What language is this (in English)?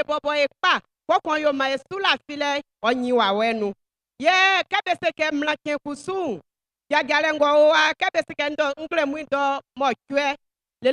Baoulé